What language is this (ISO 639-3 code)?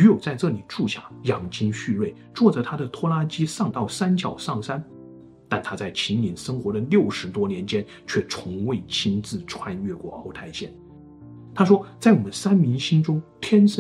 zho